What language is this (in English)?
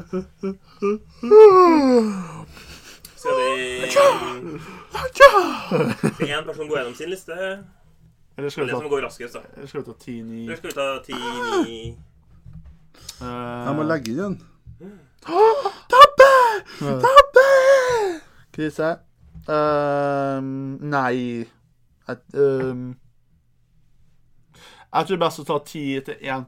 Norwegian